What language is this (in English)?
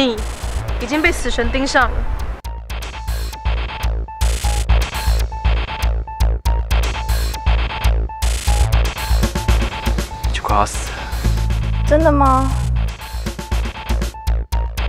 Chinese